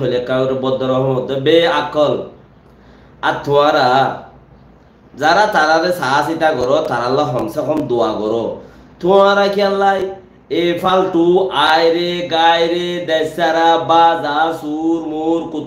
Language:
Rohingya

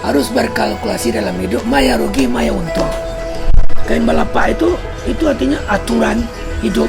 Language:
Minangkabau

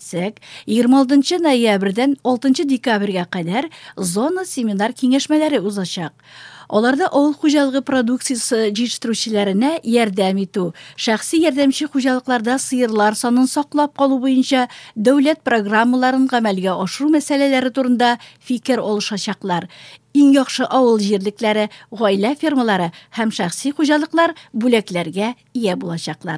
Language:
Tatar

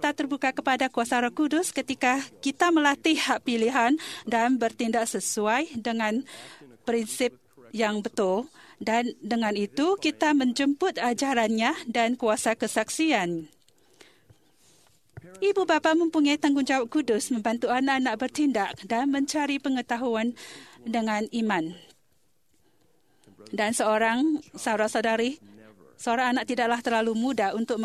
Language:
Malay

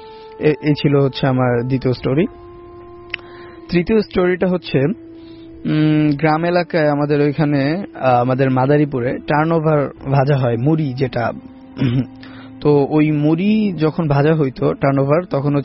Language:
Bangla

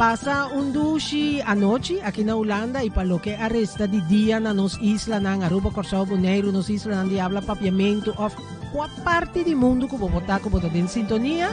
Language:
Papiamento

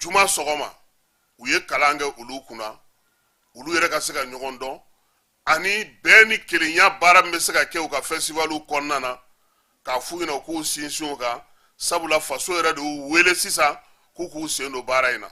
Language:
Bambara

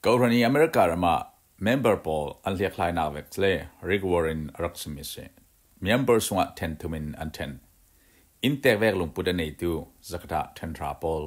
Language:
Falam Chin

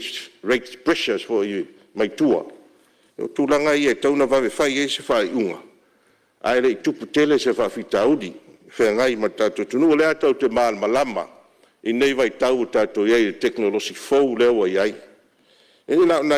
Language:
Samoan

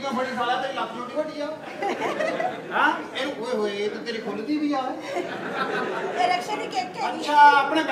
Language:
Punjabi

